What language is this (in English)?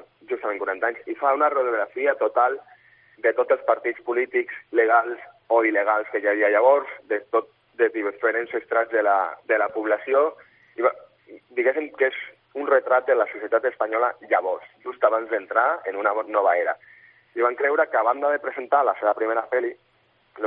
Catalan